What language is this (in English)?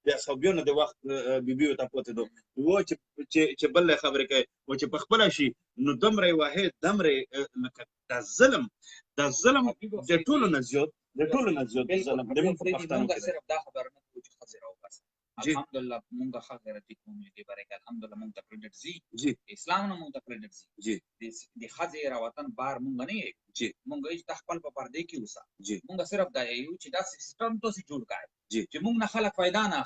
Pashto